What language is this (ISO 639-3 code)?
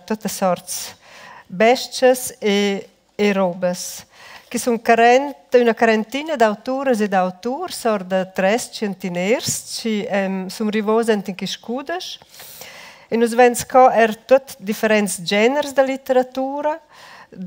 roh